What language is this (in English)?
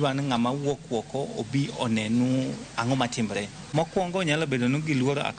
Luo (Kenya and Tanzania)